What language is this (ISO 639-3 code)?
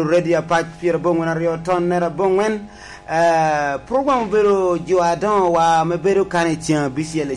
laj